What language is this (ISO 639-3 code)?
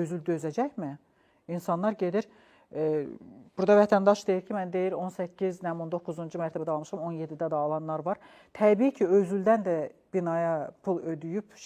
aze